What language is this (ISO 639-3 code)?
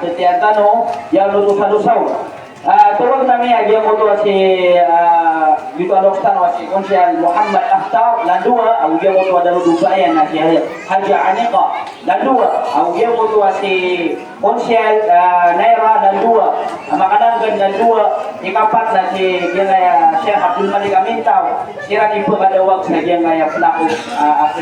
mrw